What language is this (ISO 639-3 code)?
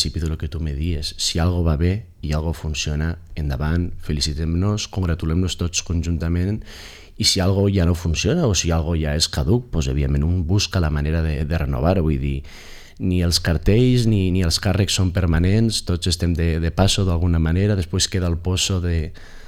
cat